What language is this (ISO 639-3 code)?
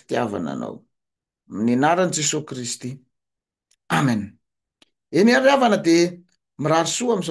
mlg